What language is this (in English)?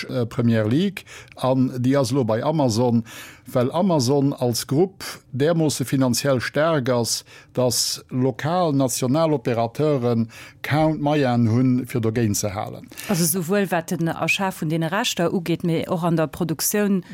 Luxembourgish